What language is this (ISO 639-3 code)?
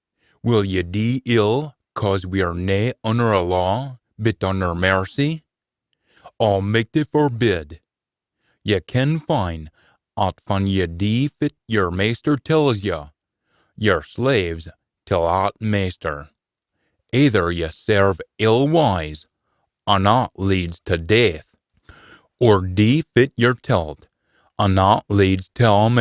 sco